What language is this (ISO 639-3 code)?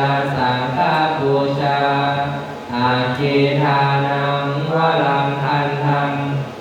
pli